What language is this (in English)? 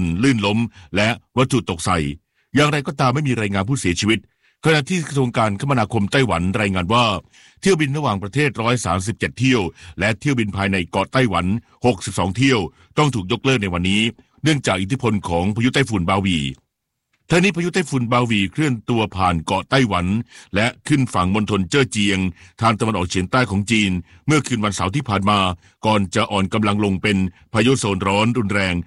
Thai